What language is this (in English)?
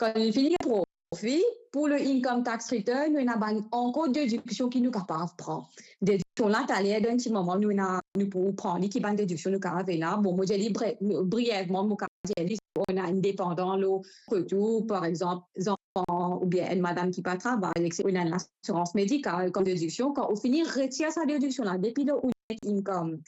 Morisyen